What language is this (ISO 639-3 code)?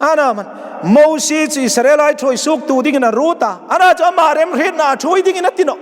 hmr